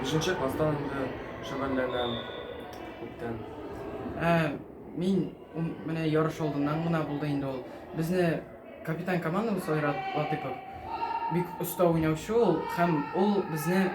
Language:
Tatar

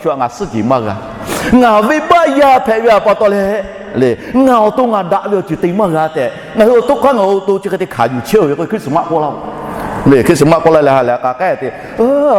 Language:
Lahu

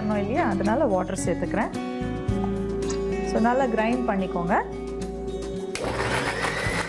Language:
Tamil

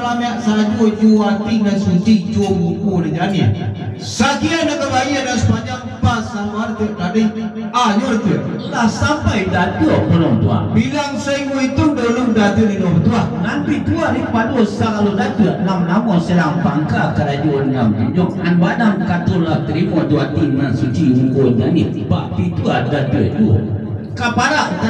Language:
Minangkabau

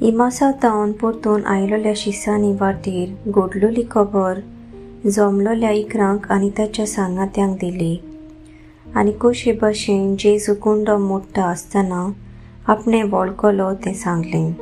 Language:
Konkani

